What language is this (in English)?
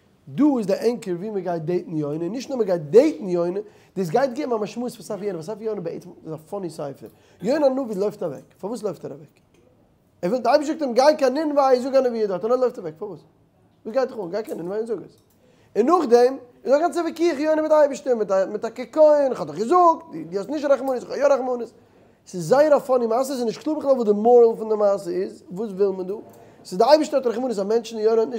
Yiddish